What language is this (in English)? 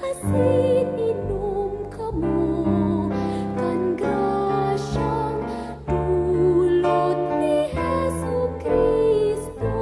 Bikol